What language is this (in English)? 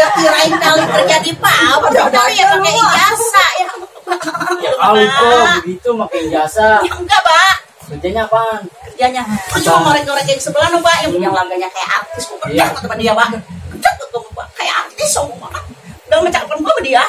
Betawi